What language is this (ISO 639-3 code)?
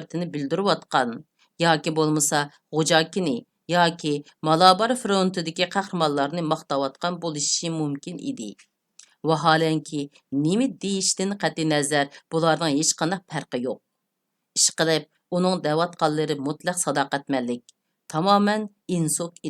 uig